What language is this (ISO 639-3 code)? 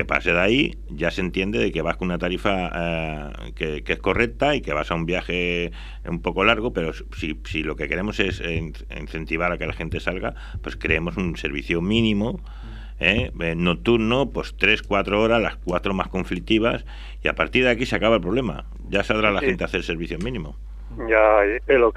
spa